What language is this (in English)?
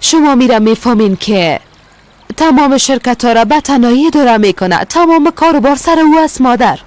Persian